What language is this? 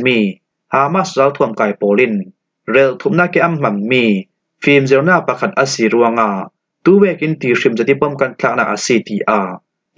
Falam Chin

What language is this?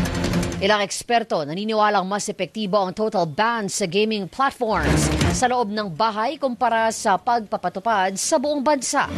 Filipino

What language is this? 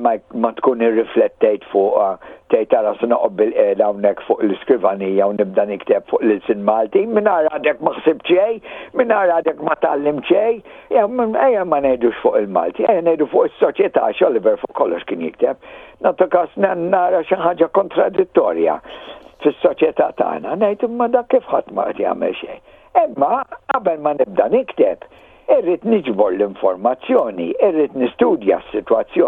Maltese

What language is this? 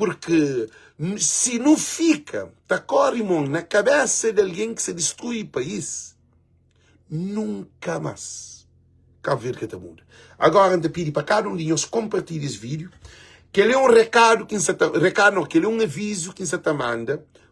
Kabuverdianu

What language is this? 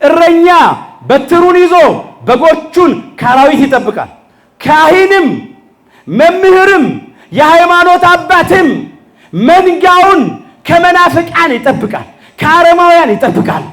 Amharic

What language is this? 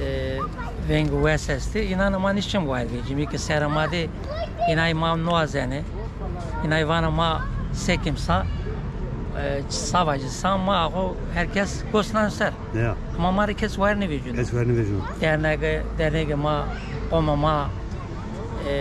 Zaza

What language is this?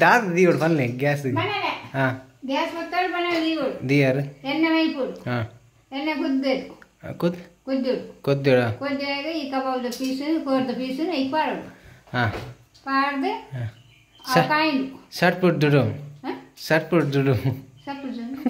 Tulu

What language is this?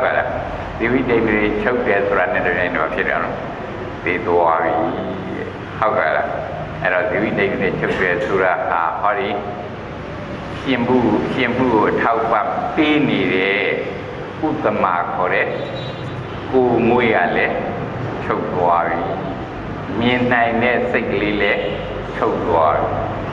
Burmese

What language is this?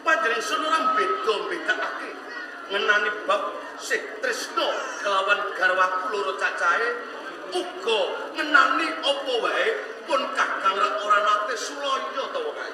Javanese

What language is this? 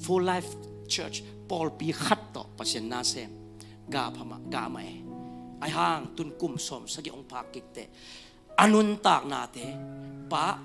Tedim Chin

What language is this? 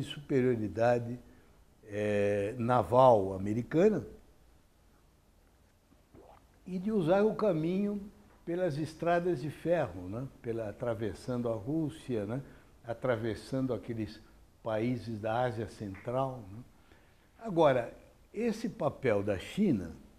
Portuguese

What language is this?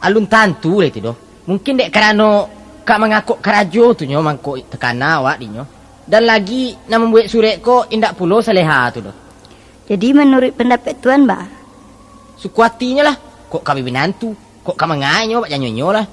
Minangkabau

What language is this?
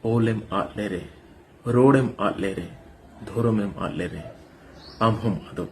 Santali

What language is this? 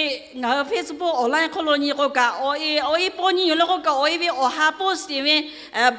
Lahu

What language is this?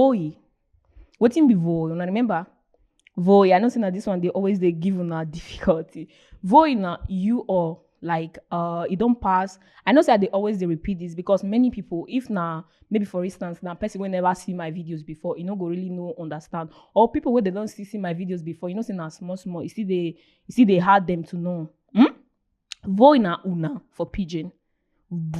Nigerian Pidgin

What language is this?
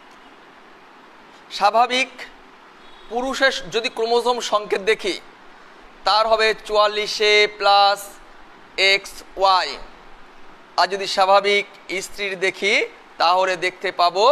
Bangla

